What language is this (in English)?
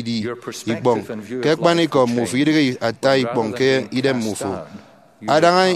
Efik